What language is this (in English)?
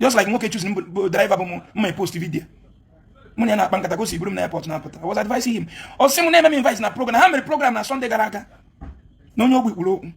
Igbo